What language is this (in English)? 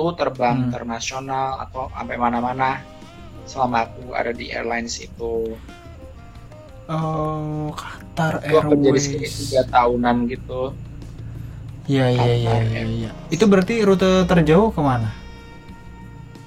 Indonesian